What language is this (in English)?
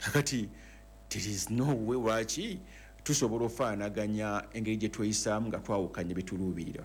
Ganda